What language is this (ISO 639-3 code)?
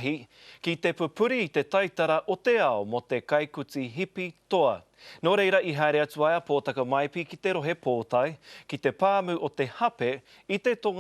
mri